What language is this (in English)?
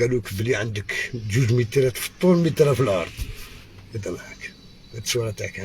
Algerian Arabic